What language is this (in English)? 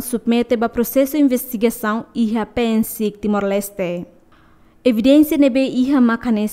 Tetum